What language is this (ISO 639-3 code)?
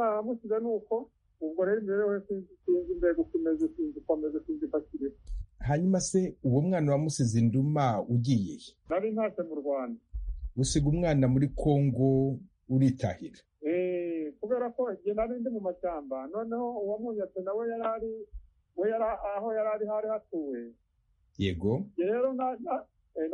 kin